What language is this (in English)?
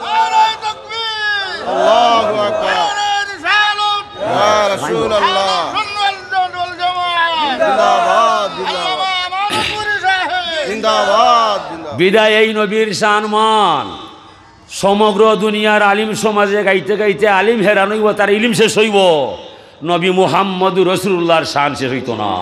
Sylheti